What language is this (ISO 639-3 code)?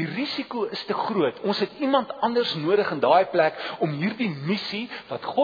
afr